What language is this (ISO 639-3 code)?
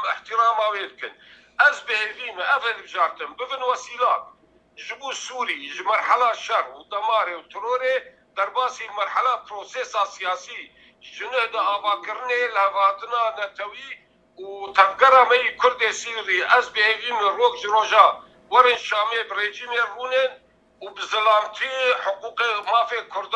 kur